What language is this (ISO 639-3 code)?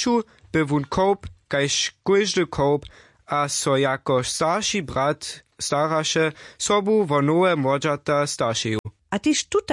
hsb